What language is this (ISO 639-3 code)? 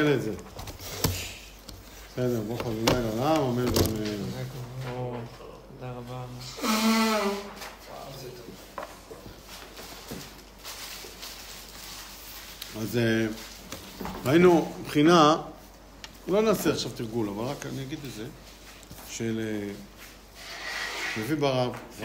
heb